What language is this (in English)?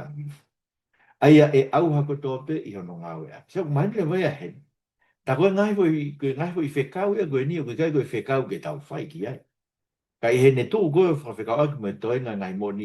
Tongan